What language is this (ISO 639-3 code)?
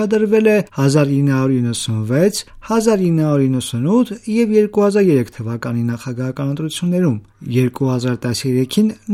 hye